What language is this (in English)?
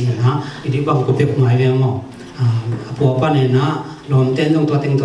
Tedim Chin